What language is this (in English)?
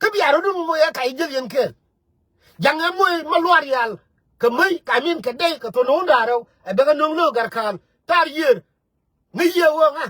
Nuer